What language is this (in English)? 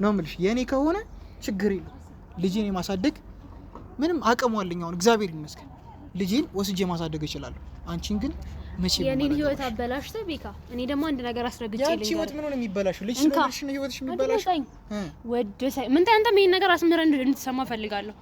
Amharic